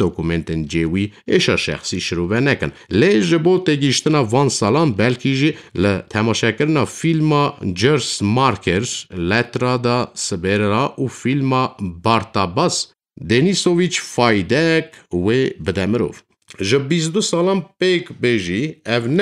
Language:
Kurdish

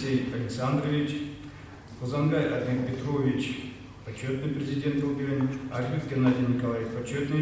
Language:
Chuvash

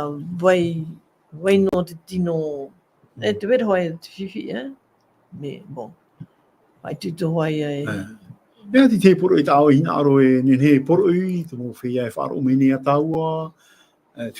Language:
Tahitian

